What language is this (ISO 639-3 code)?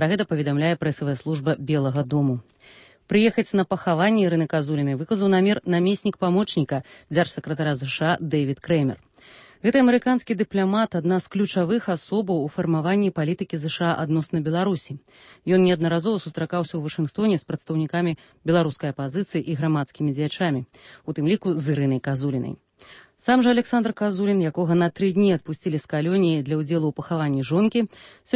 bel